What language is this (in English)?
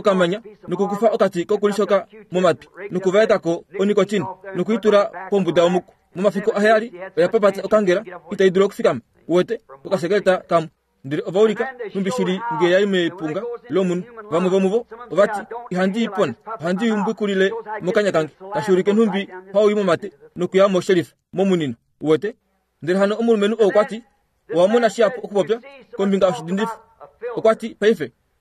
Kuanyama